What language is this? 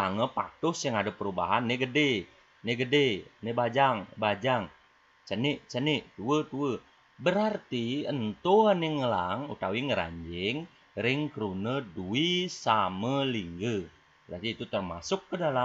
Balinese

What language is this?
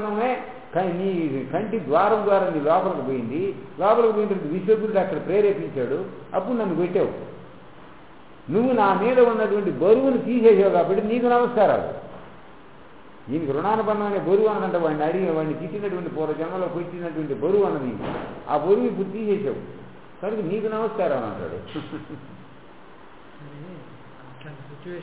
Telugu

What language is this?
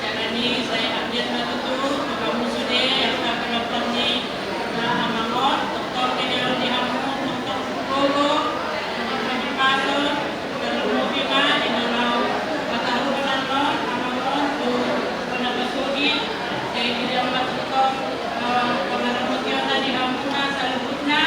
Batak Toba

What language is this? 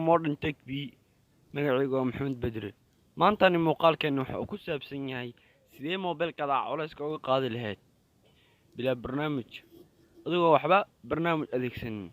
Somali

